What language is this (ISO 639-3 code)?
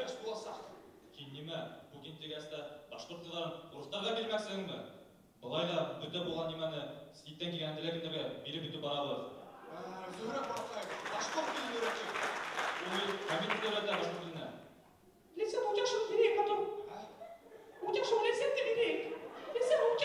bak